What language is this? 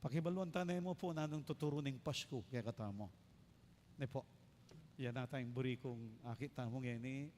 Pampanga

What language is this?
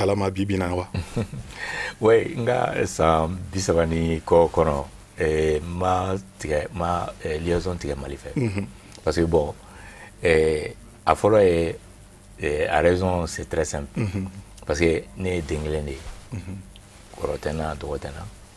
Bambara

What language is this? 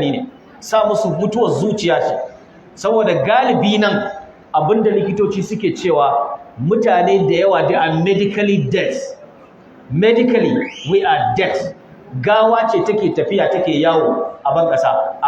Hausa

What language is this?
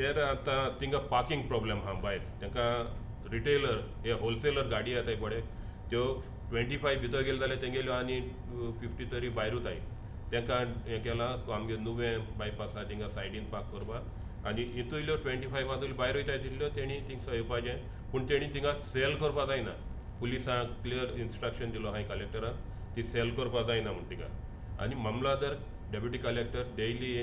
Konkani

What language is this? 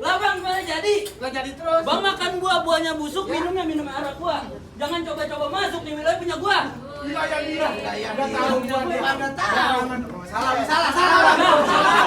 Betawi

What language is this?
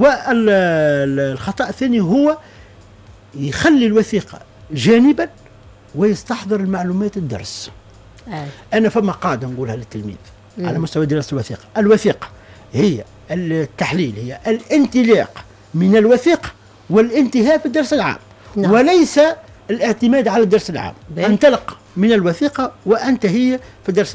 Tunisian Arabic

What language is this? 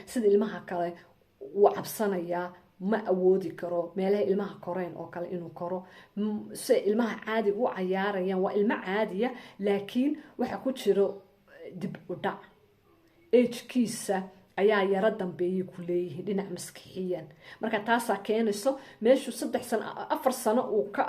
Somali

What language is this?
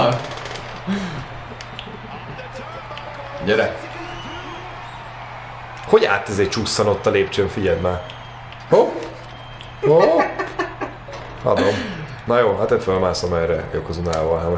Hungarian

